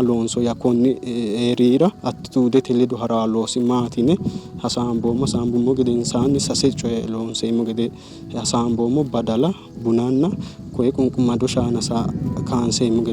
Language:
Sidamo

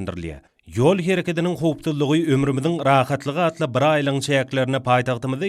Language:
Turkmen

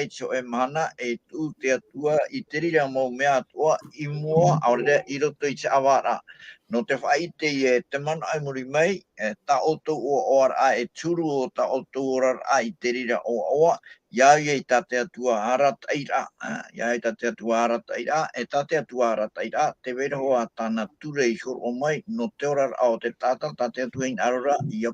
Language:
Tahitian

